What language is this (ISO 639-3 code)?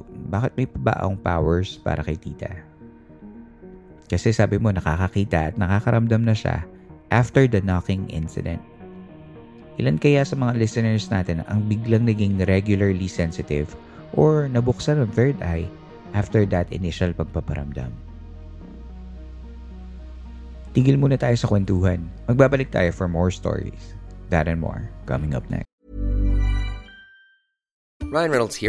fil